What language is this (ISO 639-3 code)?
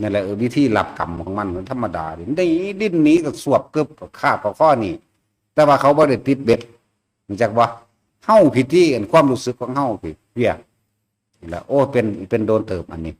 tts